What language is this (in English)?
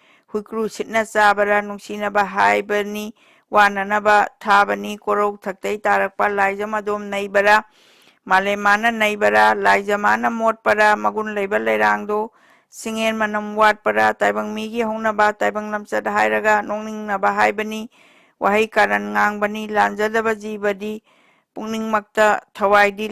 Manipuri